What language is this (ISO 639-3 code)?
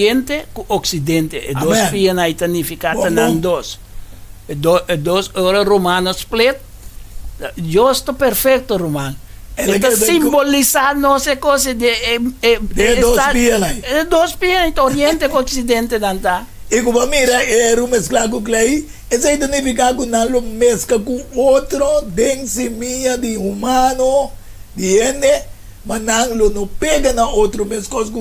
pap